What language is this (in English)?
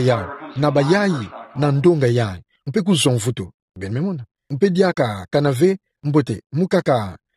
Kituba (Democratic Republic of Congo)